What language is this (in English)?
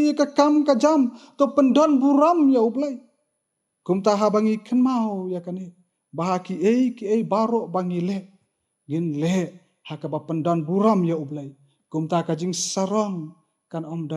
Khasi